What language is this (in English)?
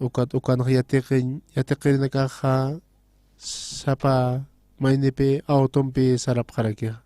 Aymara